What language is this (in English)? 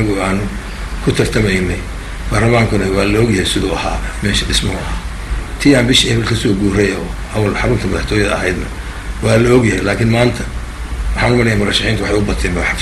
Somali